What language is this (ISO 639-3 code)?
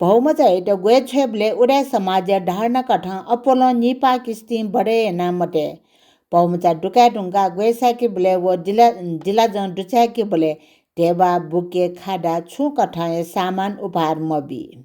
new